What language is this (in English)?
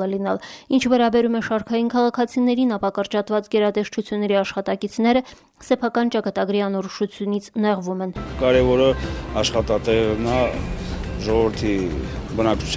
Armenian